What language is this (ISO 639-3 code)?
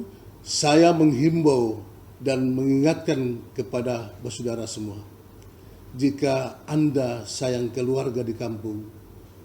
abs